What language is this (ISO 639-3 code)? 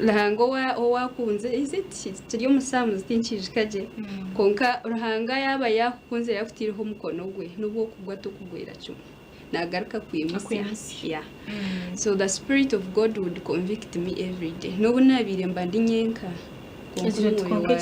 nyn